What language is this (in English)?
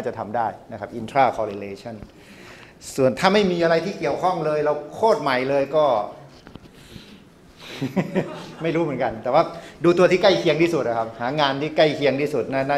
Thai